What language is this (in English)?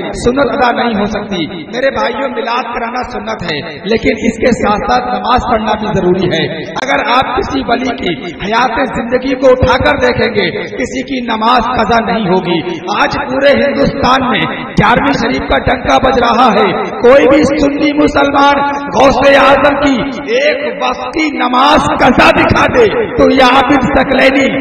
Urdu